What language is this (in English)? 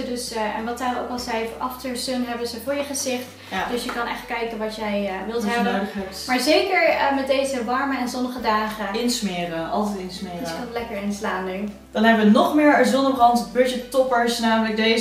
Dutch